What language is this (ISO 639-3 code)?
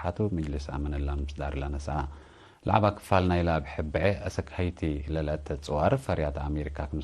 tig